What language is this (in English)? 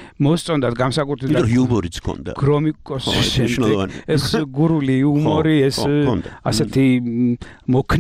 Georgian